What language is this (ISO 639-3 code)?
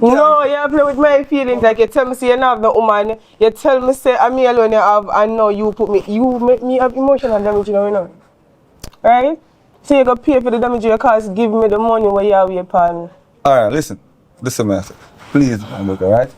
jam